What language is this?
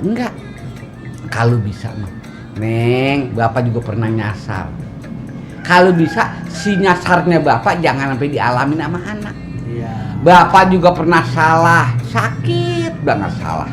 Betawi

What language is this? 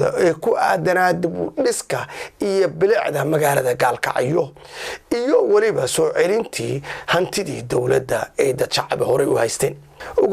Somali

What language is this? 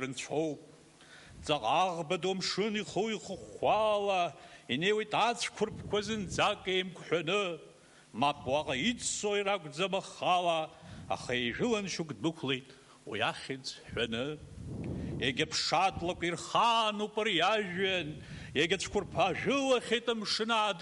Abkhazian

